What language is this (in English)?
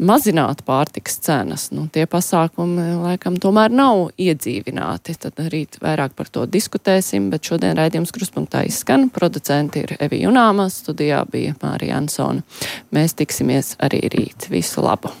Latvian